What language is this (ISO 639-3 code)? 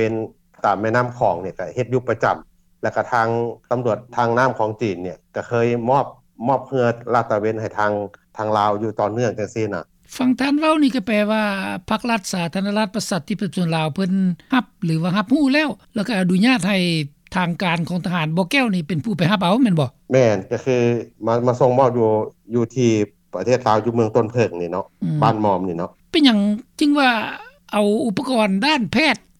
lao